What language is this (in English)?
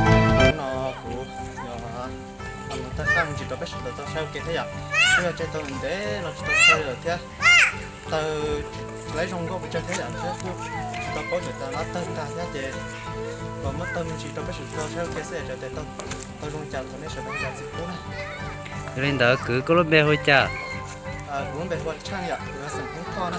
Hmong